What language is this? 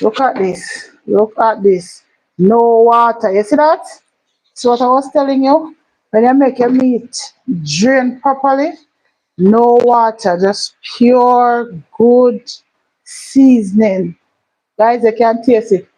Jamaican Creole English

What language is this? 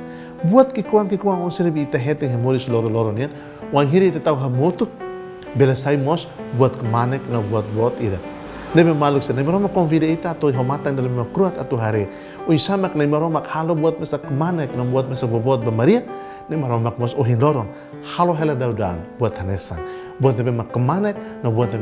Tetum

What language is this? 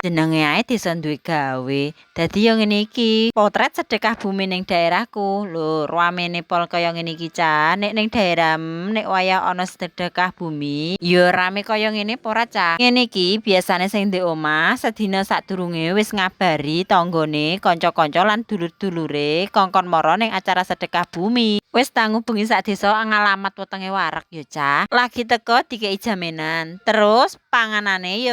Javanese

